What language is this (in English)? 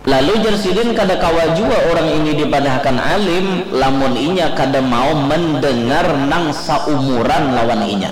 Banjar